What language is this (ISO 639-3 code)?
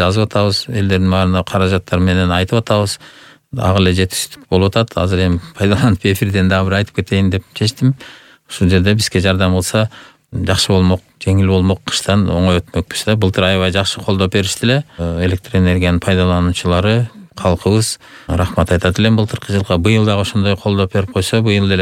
kir